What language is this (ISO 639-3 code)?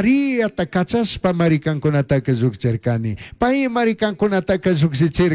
qug